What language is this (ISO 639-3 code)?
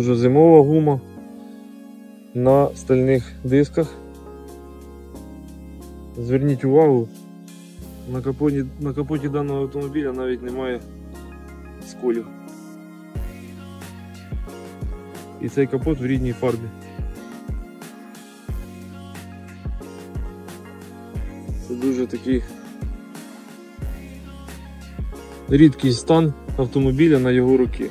ukr